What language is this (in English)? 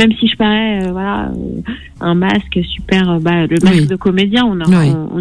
French